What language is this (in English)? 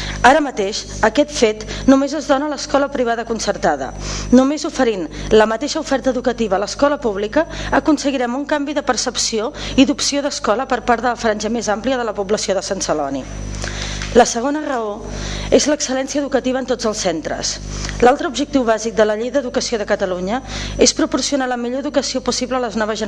Catalan